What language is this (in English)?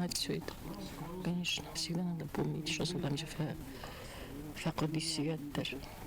Ossetic